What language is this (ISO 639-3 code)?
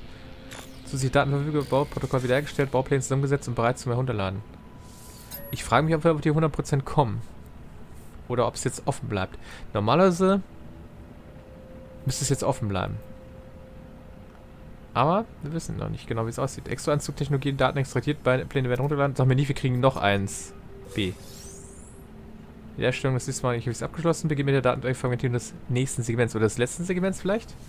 deu